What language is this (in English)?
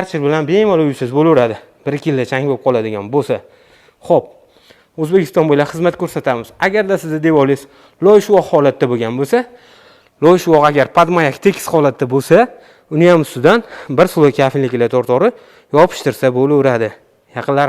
Uzbek